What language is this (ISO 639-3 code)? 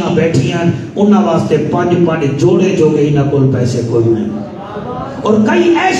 skr